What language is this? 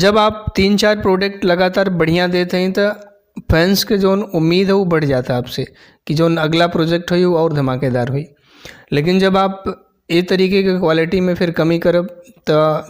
Bhojpuri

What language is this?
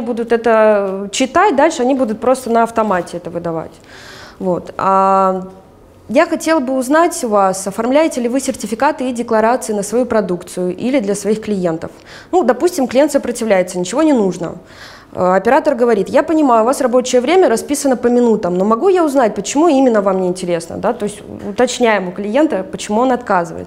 Russian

